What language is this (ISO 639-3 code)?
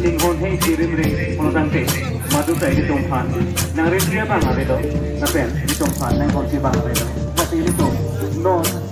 mjw